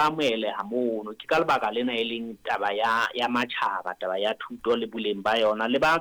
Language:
Southern Sotho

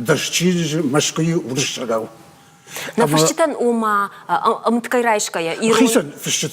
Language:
Ossetic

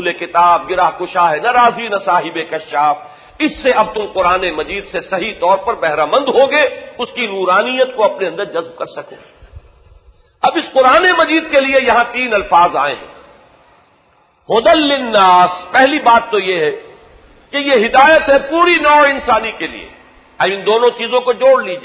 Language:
Urdu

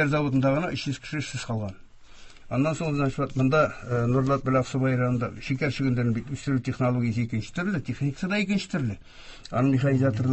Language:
Tatar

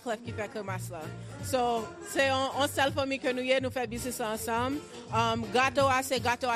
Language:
Haitian Creole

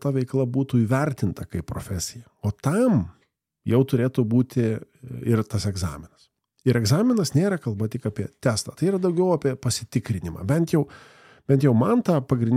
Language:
Lithuanian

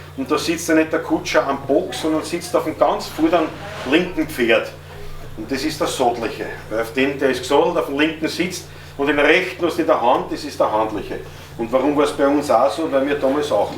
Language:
Bavarian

